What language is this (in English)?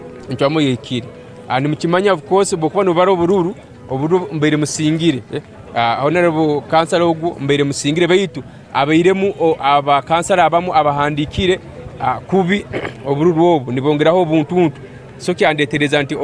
Nyankole